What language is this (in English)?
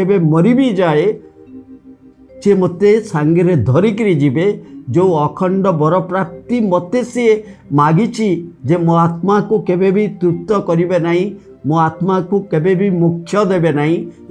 Odia